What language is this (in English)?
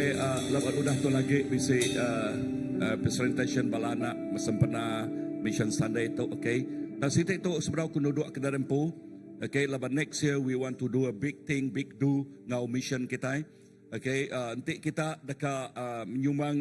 Iban